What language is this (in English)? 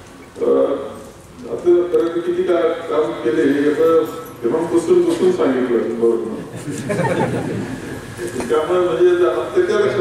Marathi